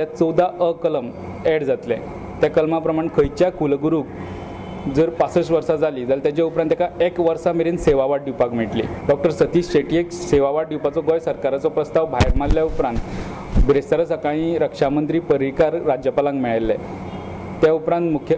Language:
Konkani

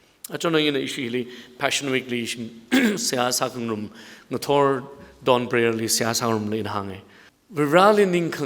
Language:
Tangkhul Naga (India)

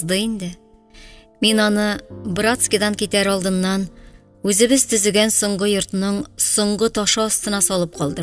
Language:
Tatar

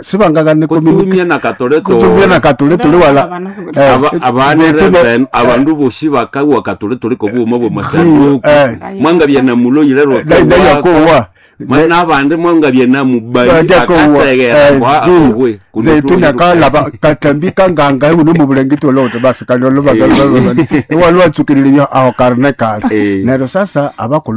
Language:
Nande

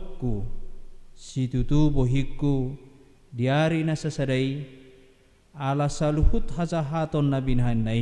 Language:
Batak Toba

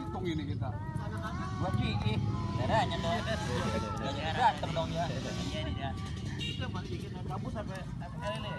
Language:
Betawi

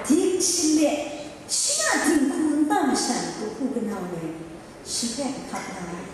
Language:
Kachin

